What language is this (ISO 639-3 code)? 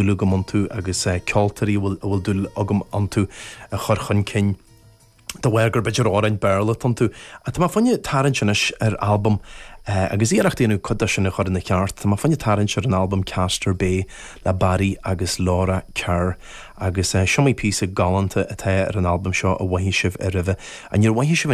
gle